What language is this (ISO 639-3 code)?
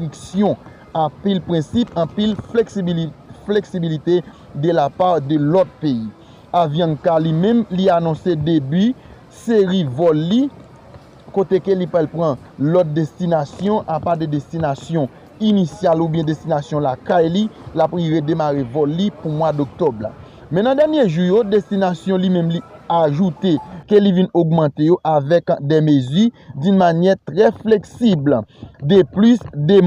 hat